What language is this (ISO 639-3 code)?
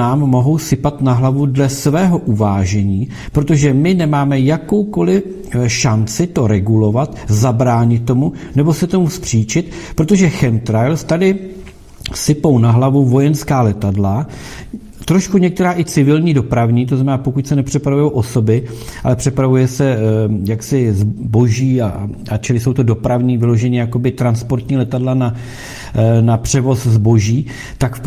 ces